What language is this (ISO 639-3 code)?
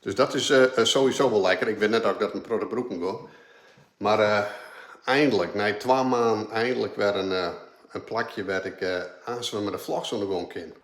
fry